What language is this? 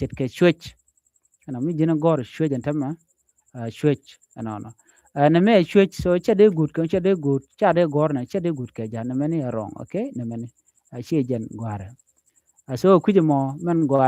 Nuer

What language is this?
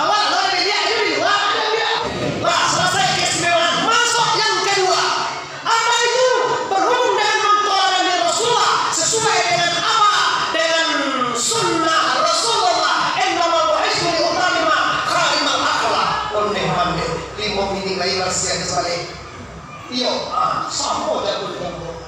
Minangkabau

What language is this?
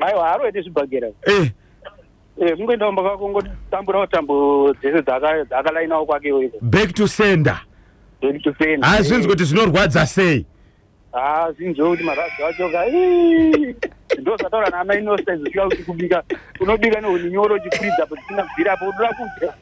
Shona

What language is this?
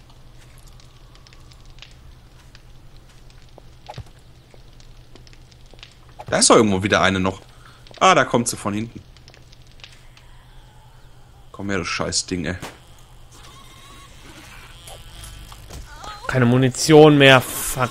German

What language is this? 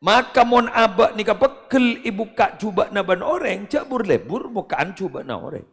Madurese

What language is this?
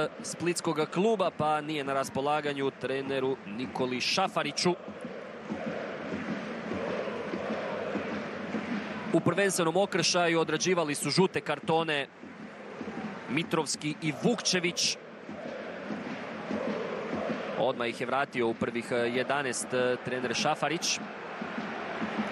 Croatian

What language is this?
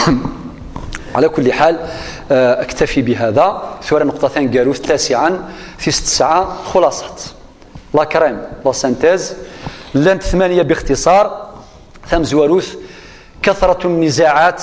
Kabyle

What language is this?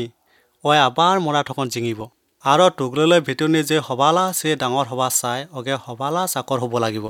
Assamese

